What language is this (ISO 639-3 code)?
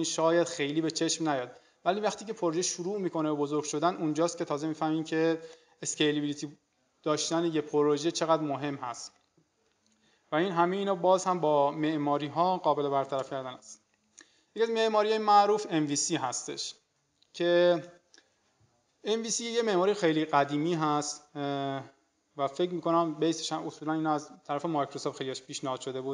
fas